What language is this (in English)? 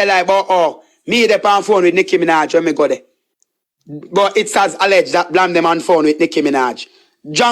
Jamaican Creole English